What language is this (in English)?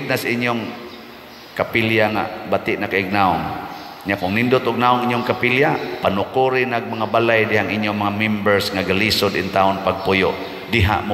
Cebuano